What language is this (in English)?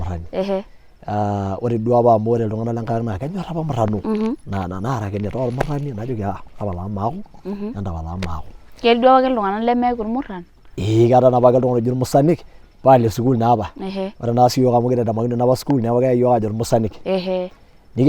Masai